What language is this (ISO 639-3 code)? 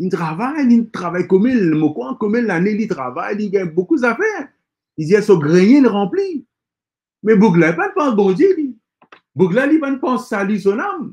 mfe